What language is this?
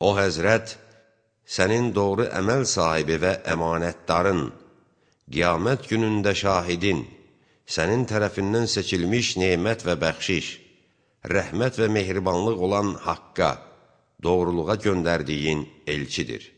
Azerbaijani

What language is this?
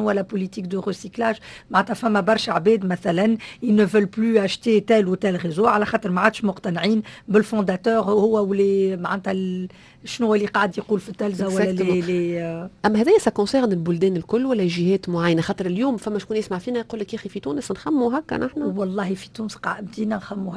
Tunisian Arabic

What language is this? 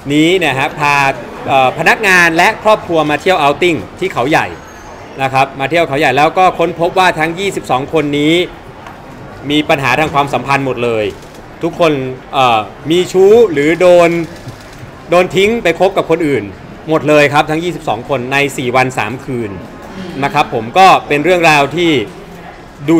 Thai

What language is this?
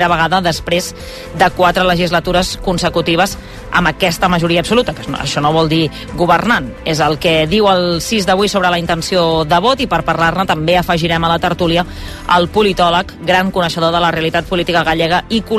Catalan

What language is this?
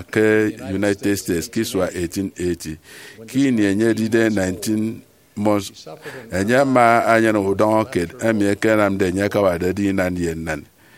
Efik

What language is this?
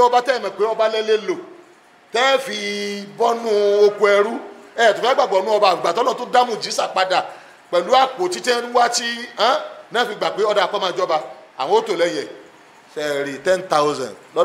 Yoruba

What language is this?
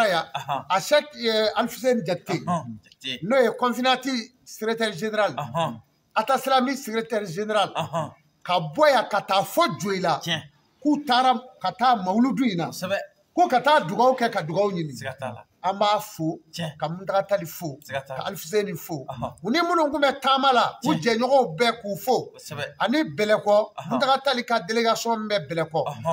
Bambara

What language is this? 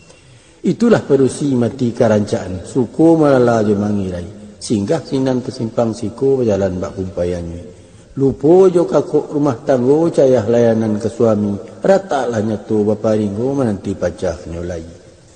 Minangkabau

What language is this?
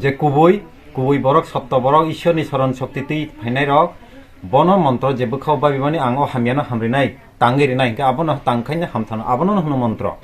Kok Borok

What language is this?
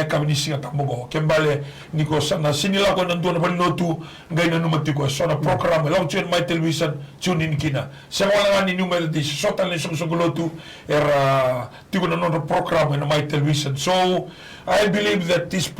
Fijian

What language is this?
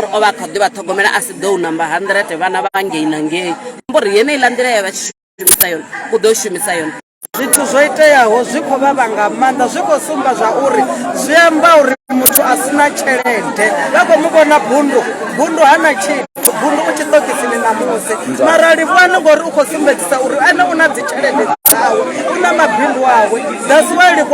Venda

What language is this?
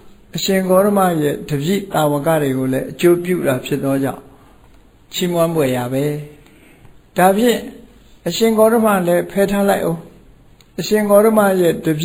Burmese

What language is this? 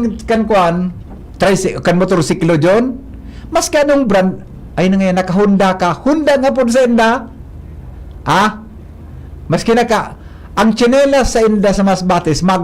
Bikol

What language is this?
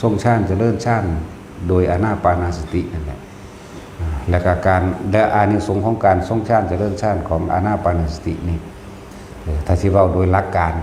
Northeastern Thai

